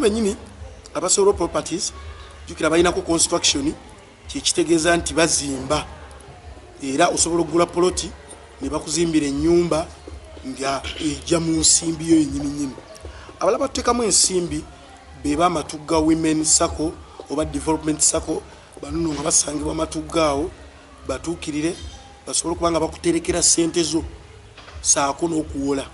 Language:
Ganda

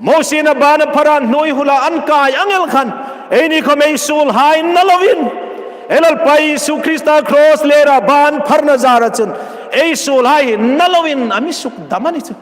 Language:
Hmar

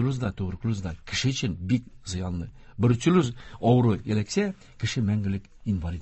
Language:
Tatar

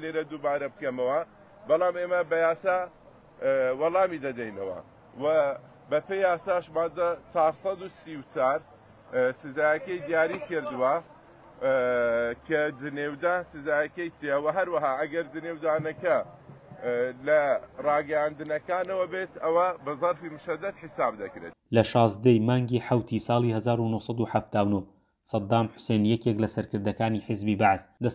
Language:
Central Kurdish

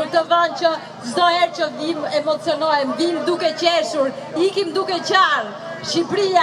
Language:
Albanian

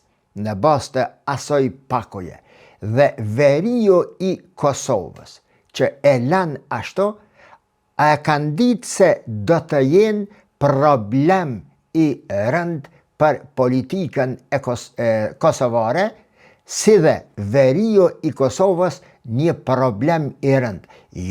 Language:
Albanian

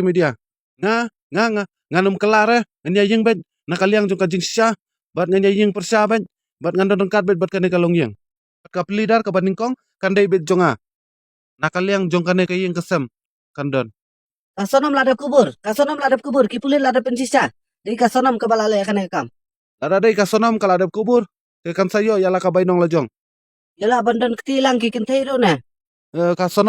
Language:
Khasi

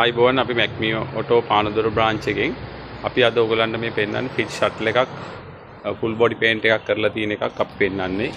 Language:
Sinhala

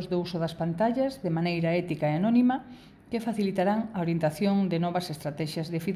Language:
Galician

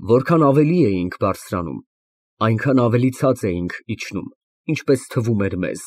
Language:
Armenian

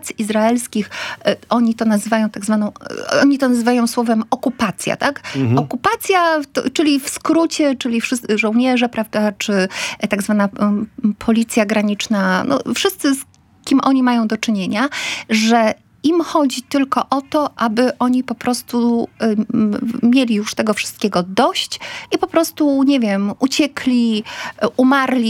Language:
Polish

